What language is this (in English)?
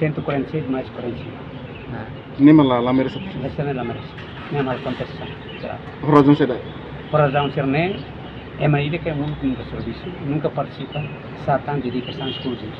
Tetum